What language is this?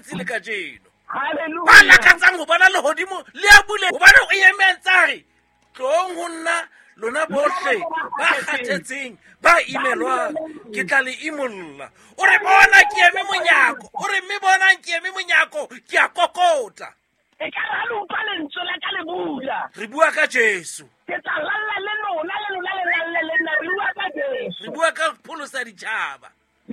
Southern Sotho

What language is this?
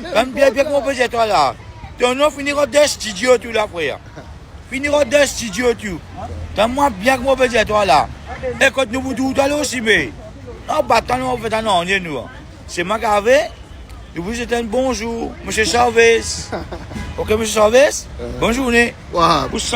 Morisyen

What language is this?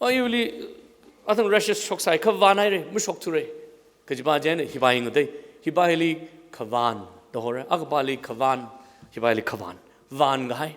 Tangkhul Naga (India)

